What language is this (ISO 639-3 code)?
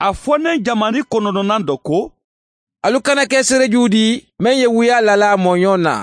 man